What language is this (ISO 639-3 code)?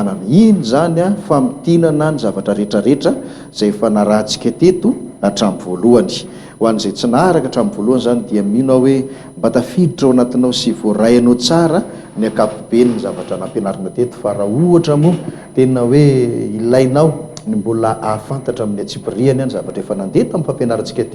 mlg